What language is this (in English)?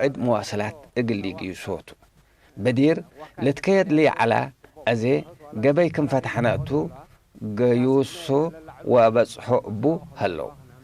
Tigre